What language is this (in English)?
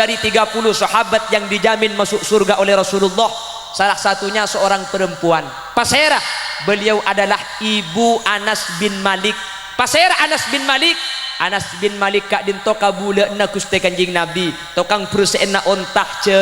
Madurese